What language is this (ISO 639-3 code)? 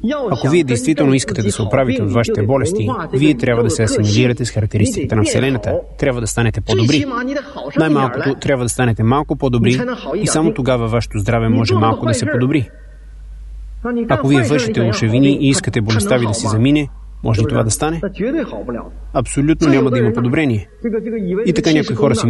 bul